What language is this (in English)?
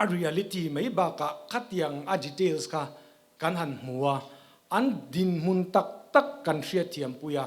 Mizo